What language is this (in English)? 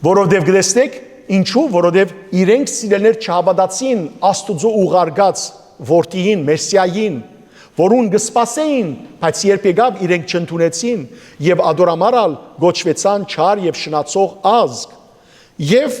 Western Armenian